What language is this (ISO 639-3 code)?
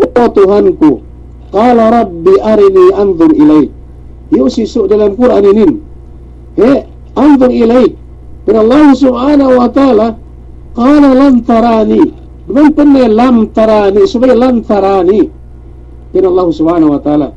yka